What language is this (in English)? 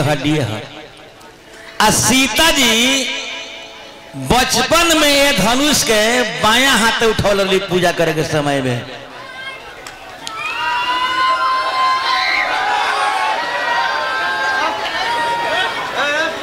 Bhojpuri